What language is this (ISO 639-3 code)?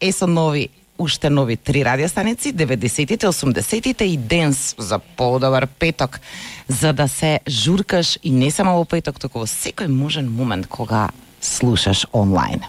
mkd